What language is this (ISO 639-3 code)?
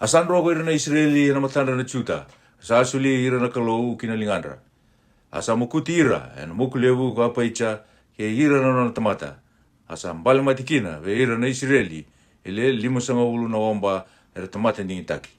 fij